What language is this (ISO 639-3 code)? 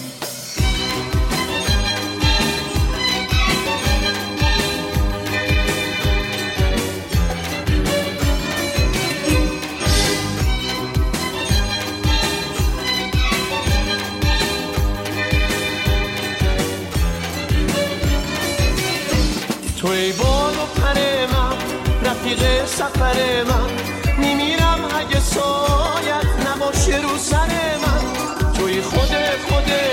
fas